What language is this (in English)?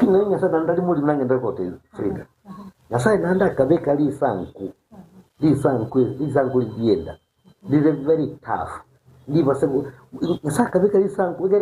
Gusii